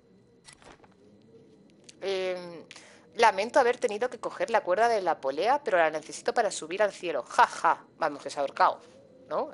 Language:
Spanish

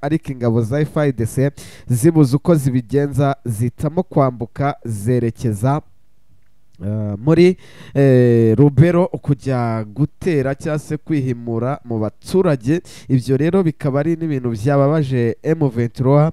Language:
Kinyarwanda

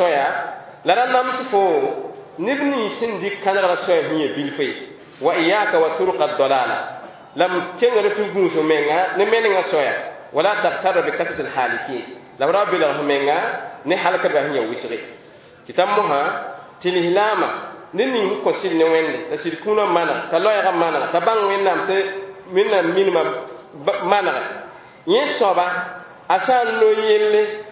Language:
Mossi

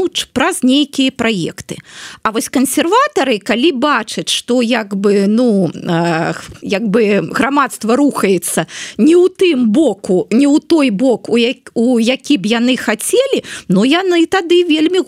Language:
Belarusian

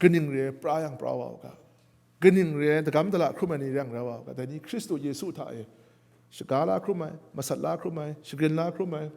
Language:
Kachin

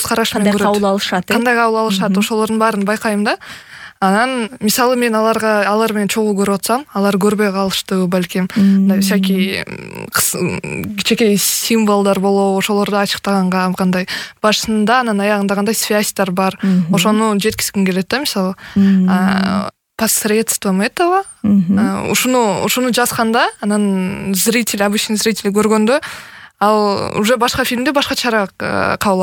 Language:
Kyrgyz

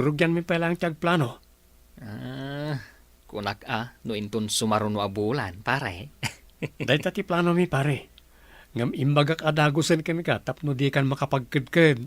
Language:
Iloko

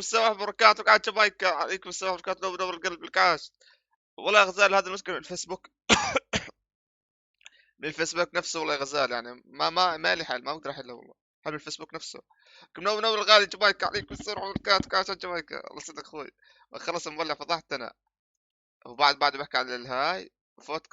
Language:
North Levantine Arabic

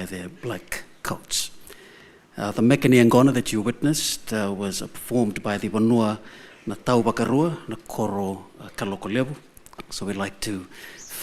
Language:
Fijian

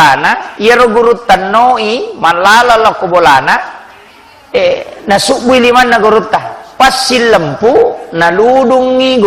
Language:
Buginese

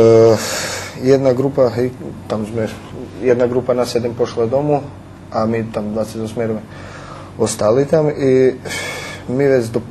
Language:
Rusyn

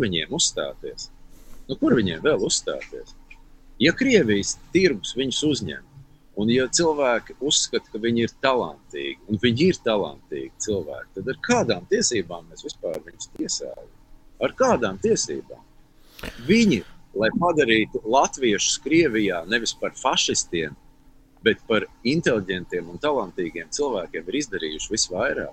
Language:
Latvian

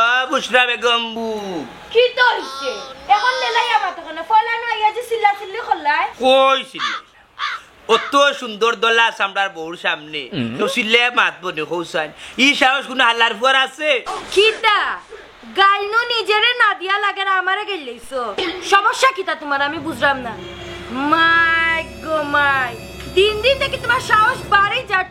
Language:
Sylheti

